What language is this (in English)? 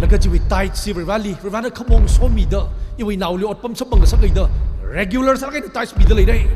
Tangkhul Naga (India)